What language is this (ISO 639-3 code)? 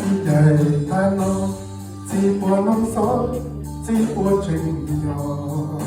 hmn